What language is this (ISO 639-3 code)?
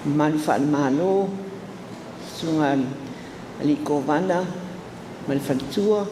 smo